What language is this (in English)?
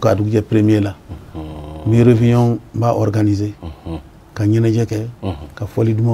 Bambara